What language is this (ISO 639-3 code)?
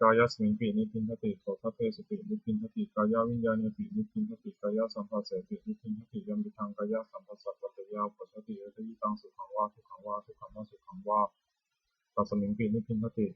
pli